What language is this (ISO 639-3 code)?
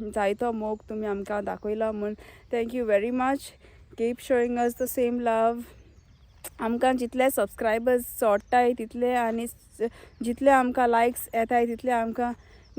kok